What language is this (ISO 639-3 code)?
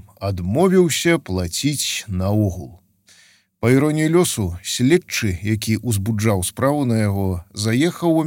bel